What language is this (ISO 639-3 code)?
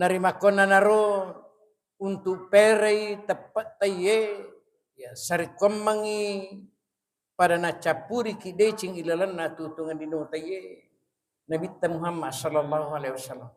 bug